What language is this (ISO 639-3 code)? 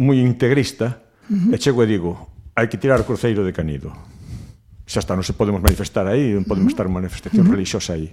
glg